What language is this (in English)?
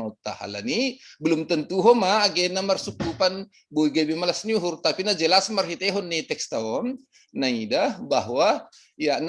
Batak Simalungun